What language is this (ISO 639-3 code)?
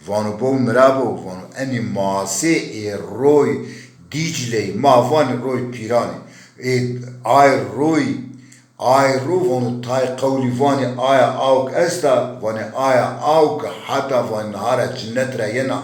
zza